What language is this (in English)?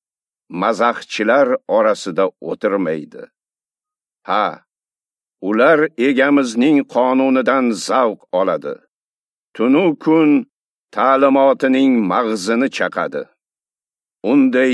Uzbek